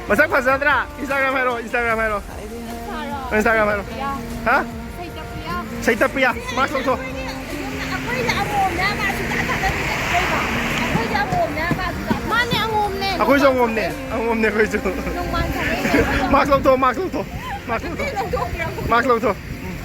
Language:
Manipuri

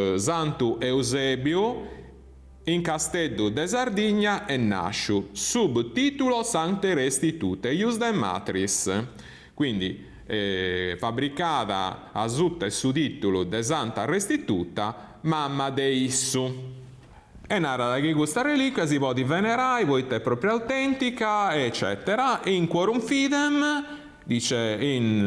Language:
Sardinian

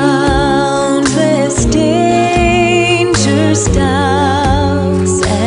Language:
Batak Simalungun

